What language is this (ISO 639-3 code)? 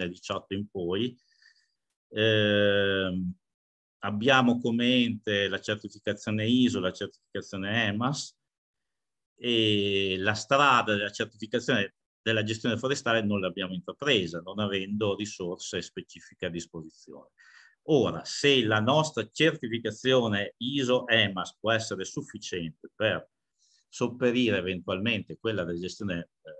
ita